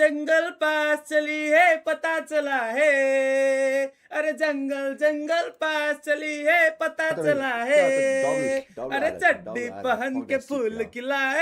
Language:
Nepali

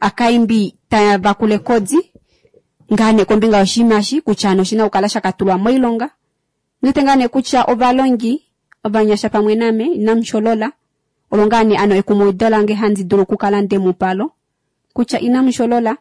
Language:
Kuanyama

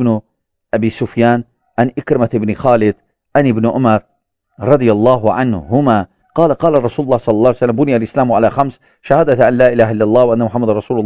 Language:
Azerbaijani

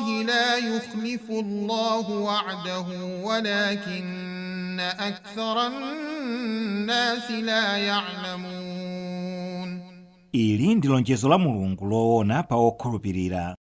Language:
Nyanja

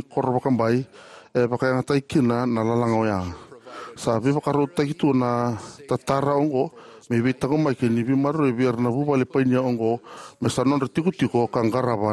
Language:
Fijian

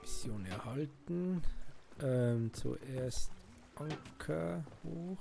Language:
Swiss German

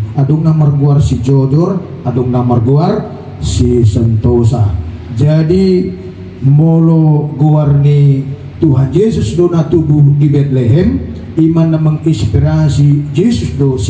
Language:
Batak Toba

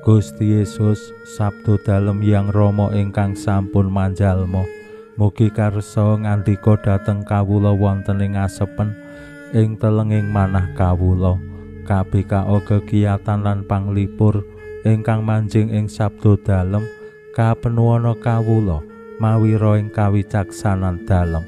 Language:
Javanese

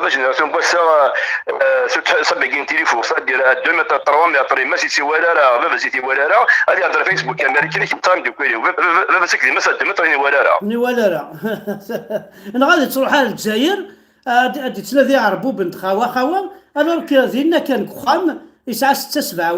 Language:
Kabyle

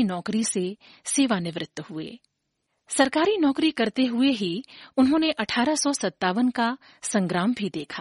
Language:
Hindi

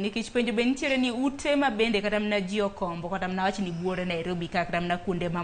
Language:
Luo (Kenya and Tanzania)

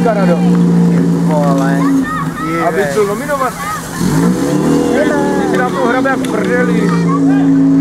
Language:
Czech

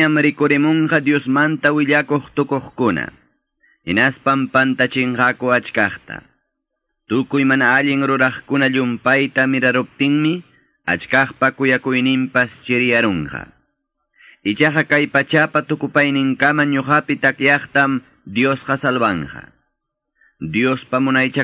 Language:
Quechua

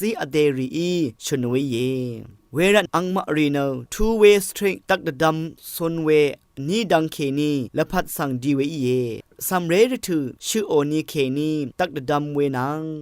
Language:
Rawang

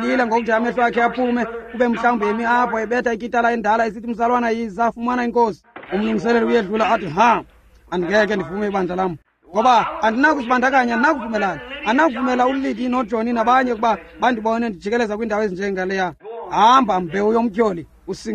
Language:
Xhosa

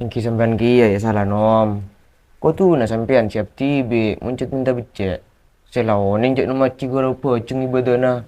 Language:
Madurese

